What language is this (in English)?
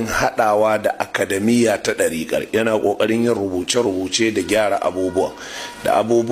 Hausa